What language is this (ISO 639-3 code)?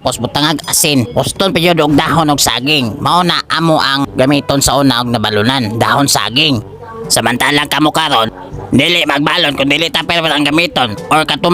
ceb